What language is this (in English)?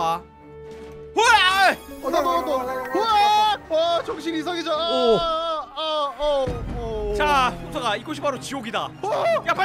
Korean